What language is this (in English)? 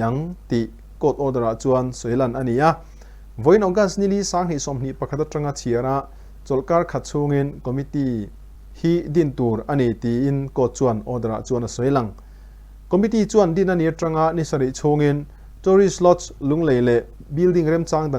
Mizo